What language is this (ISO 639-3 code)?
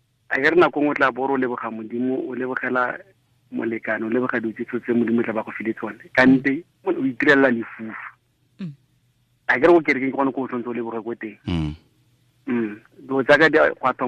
tsn